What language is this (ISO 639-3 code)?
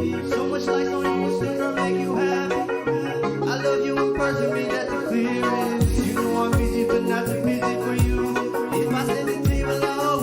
pon